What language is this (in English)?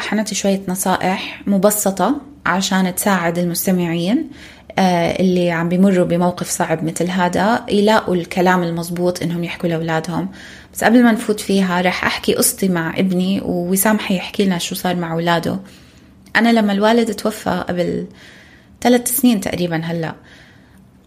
North Levantine Arabic